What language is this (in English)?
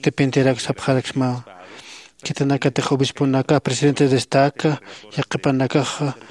Aymara